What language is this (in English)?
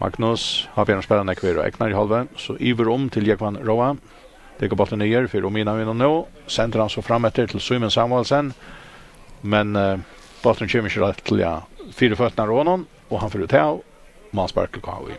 Faroese